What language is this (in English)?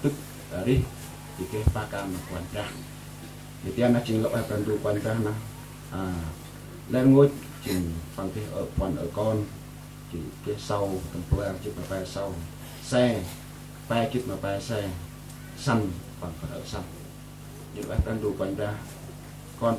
Central Mnong